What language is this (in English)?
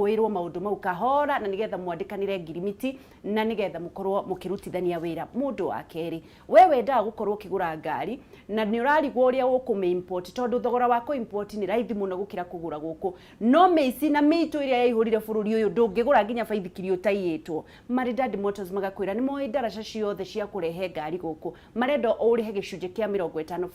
Kikuyu